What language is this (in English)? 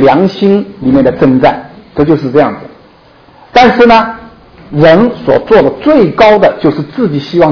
Chinese